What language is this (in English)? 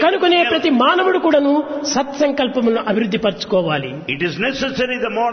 Telugu